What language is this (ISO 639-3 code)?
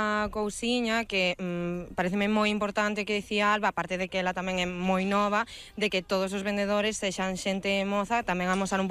glg